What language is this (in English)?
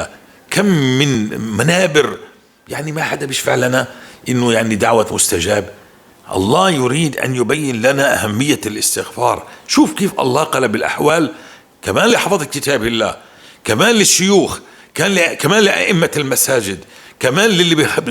North Levantine Arabic